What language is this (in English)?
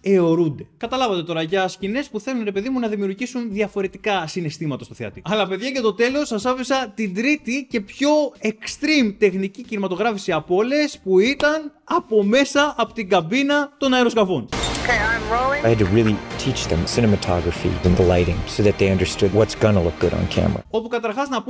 Greek